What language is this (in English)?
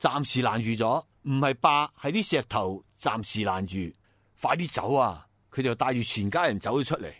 Cantonese